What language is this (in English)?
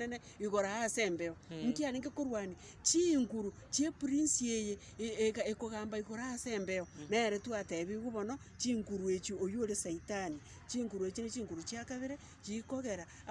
Gusii